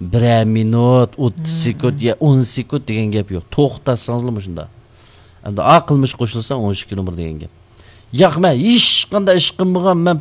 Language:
Uyghur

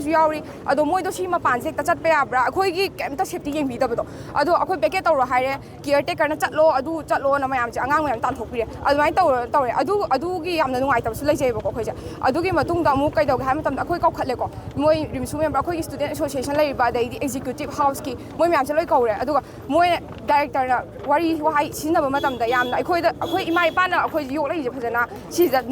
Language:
Manipuri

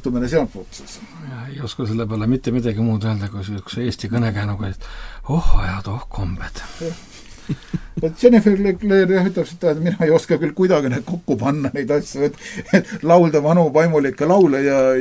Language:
Estonian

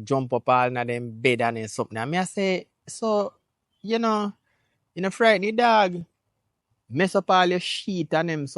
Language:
Jamaican Creole English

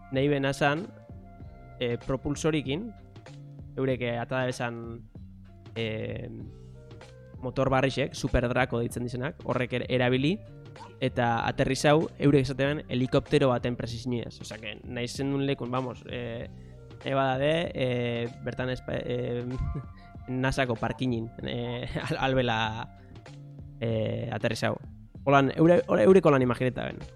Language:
Basque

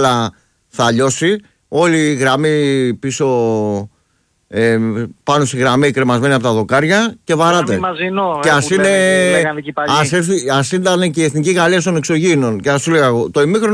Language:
Greek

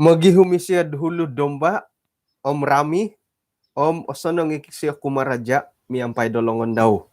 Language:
Central Dusun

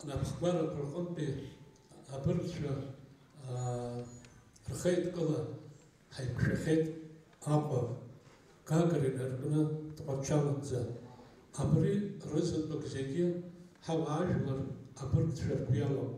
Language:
Abkhazian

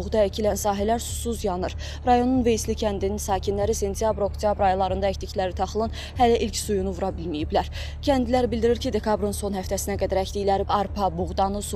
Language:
Azerbaijani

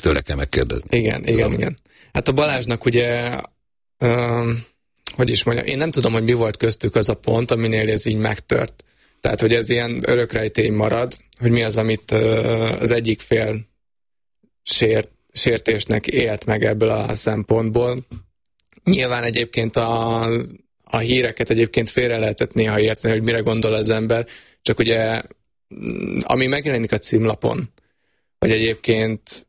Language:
Hungarian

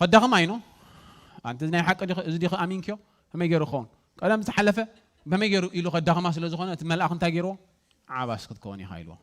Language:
Tigrinya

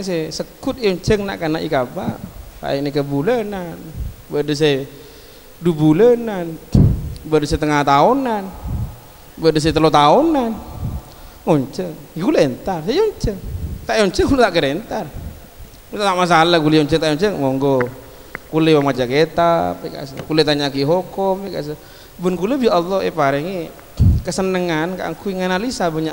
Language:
Madurese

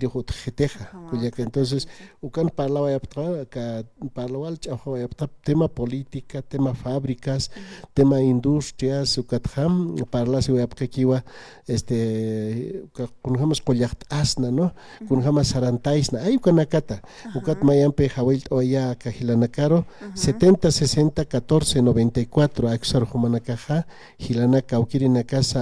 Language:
Aymara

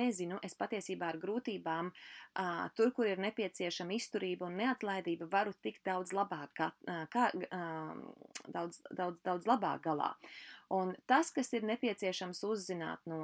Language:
Latvian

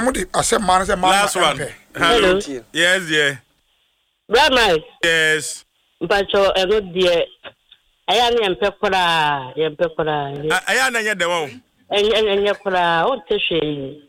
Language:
Akan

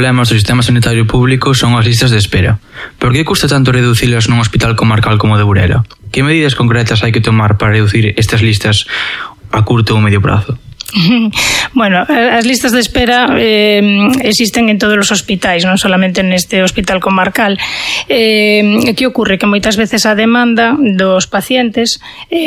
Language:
Galician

